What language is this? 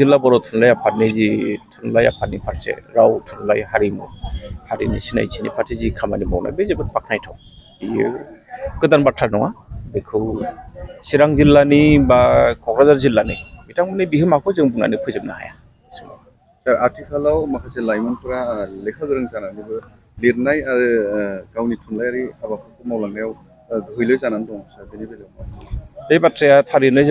Bodo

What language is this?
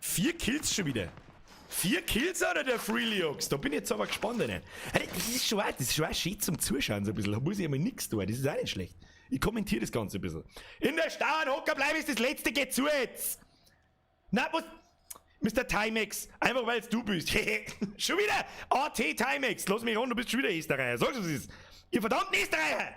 Bavarian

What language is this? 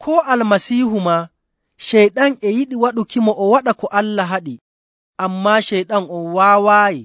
Nigerian Fulfulde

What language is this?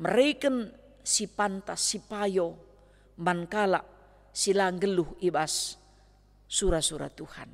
Batak Karo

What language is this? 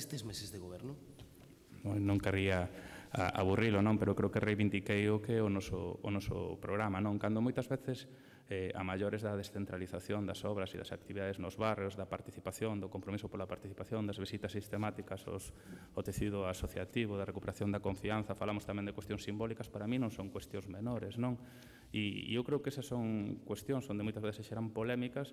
Galician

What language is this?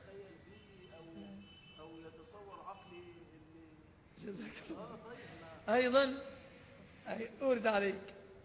Arabic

